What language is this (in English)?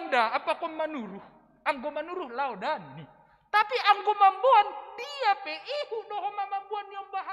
Batak Simalungun